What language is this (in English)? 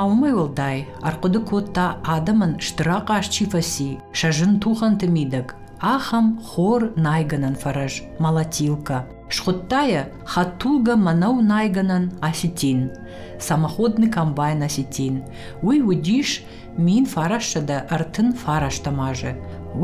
Ossetic